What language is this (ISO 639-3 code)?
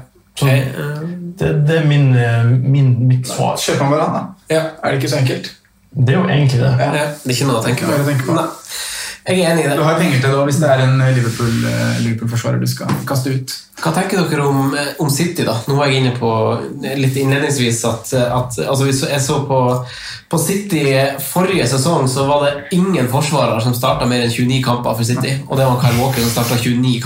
nor